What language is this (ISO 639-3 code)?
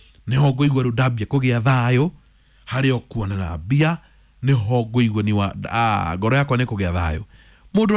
kik